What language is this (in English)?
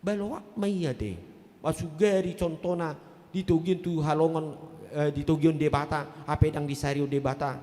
Batak Toba